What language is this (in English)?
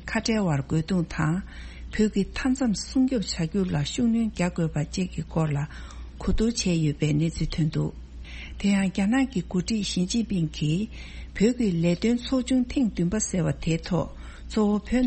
Tibetan